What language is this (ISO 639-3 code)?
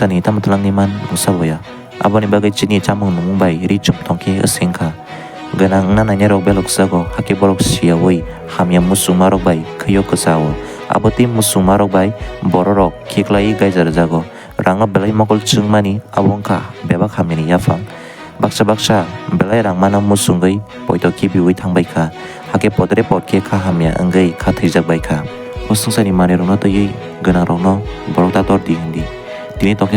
trp